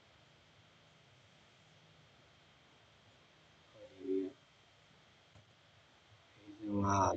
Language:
Burmese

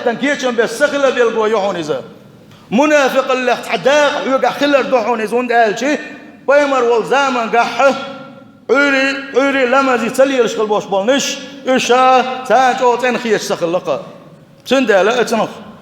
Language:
Chechen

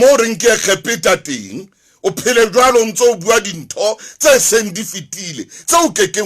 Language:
Southern Sotho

